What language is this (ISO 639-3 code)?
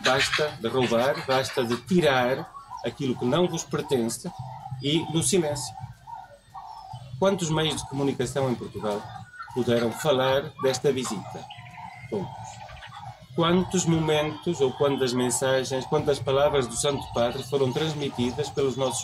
por